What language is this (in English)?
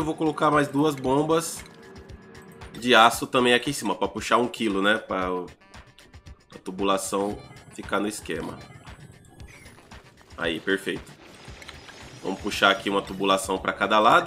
Portuguese